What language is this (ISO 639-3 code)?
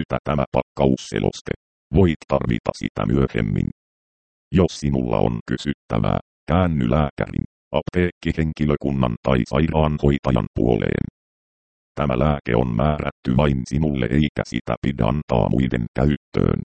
fin